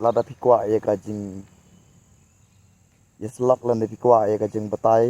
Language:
Khasi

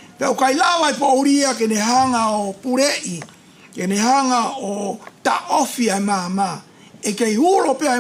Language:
Tongan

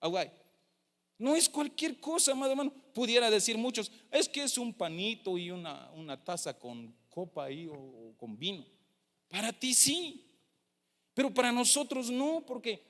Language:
Tzeltal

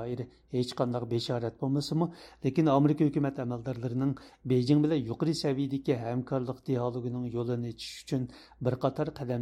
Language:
Uyghur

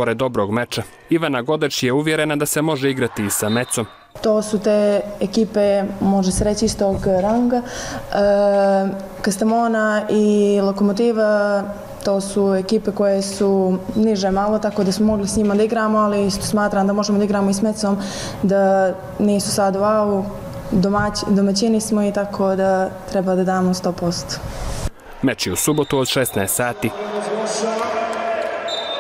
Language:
Bosnian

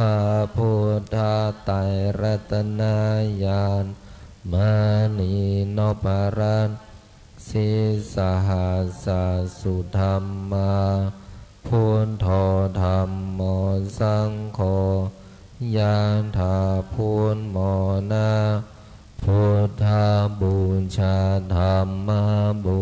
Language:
Pali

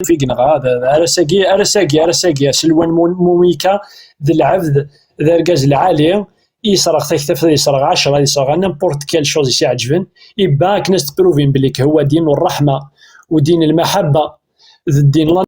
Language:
Kabyle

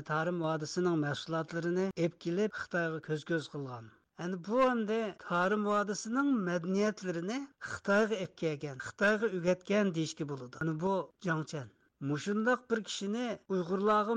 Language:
Uyghur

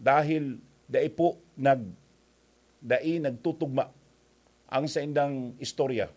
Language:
Bikol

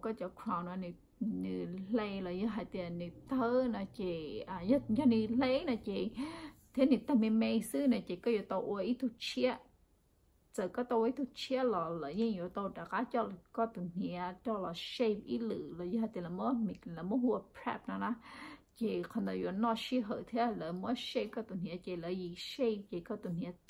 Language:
Hmong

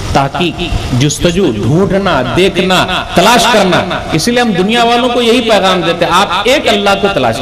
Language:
Urdu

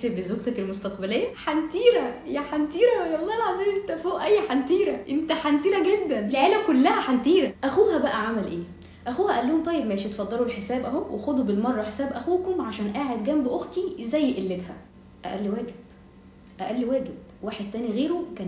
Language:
Egyptian Arabic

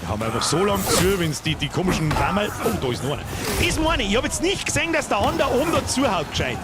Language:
Bavarian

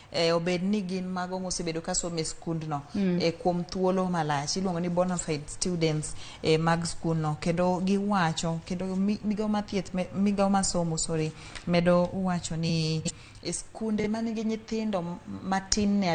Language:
Luo (Kenya and Tanzania)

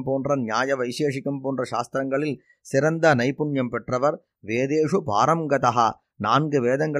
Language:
Tamil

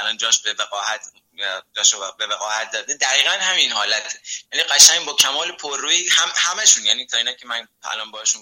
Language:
Persian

